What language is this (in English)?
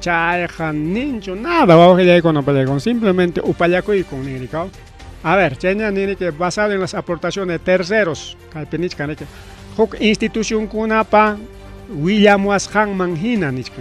Ayacucho Quechua